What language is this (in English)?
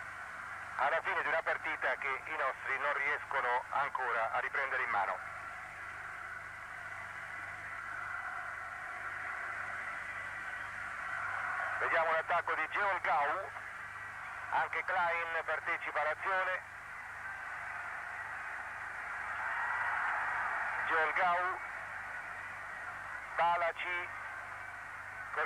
Italian